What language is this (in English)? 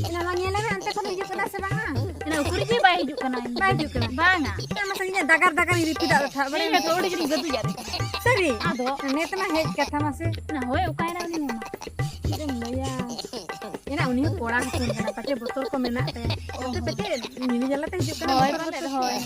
Santali